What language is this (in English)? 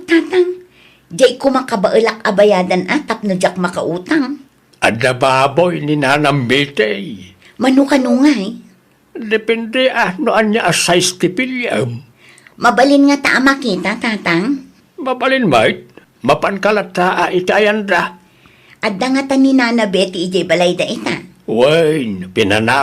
Iloko